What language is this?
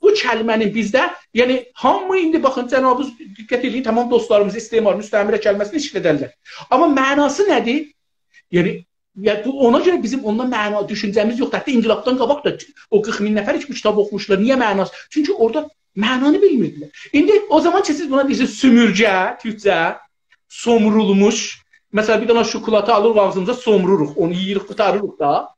South Azerbaijani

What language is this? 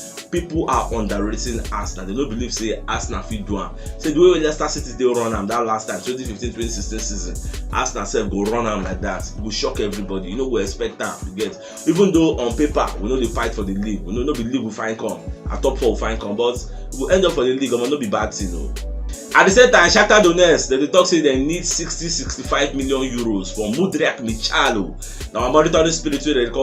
Nigerian Pidgin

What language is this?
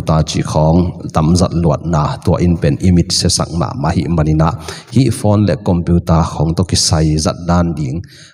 Tedim Chin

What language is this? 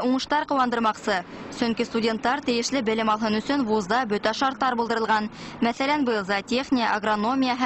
Bashkir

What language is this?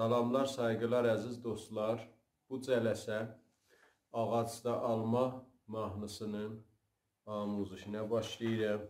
South Azerbaijani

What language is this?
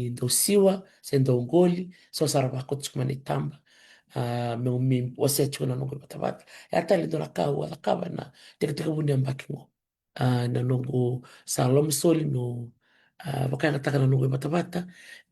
Fijian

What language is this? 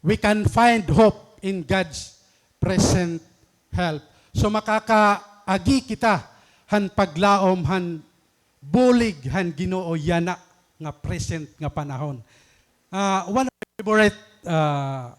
Waray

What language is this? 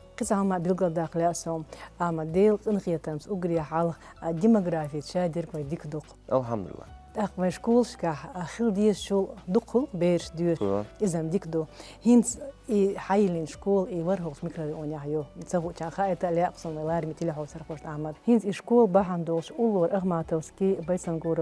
Chechen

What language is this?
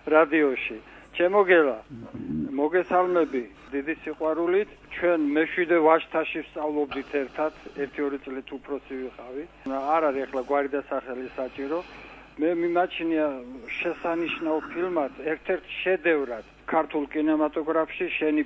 Georgian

